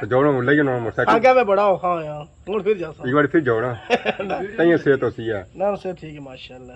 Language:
Pahari-Potwari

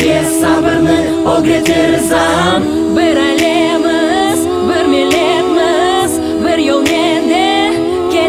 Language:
Crimean Tatar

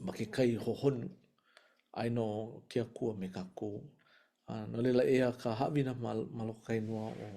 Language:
Hawaiian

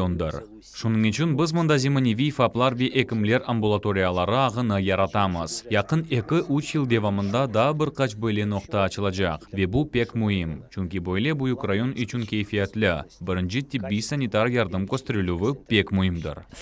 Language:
Crimean Tatar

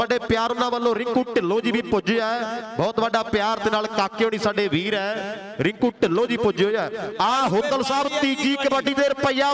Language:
Punjabi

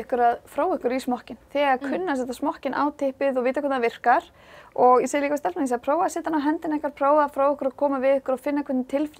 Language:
Icelandic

